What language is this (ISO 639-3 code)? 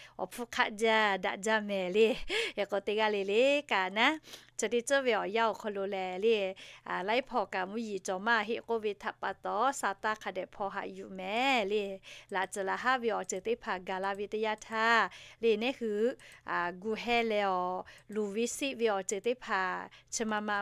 lhu